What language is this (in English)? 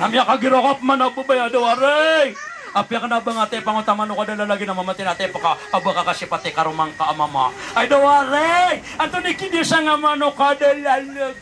Maranao